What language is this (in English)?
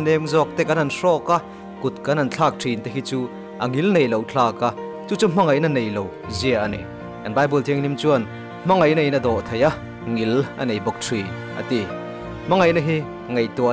Mizo